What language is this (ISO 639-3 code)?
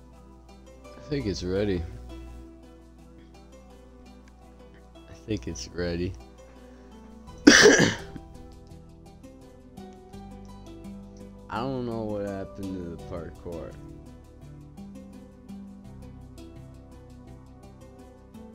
eng